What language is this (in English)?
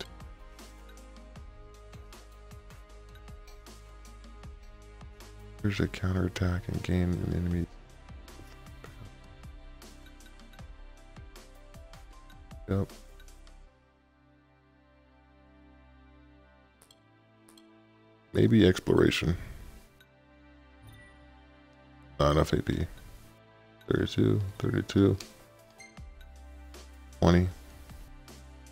English